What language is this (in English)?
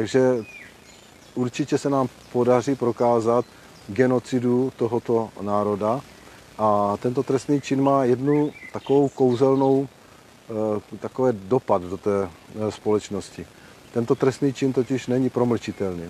Czech